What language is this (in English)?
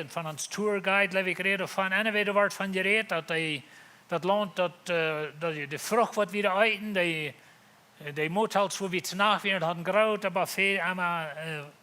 Plautdietsch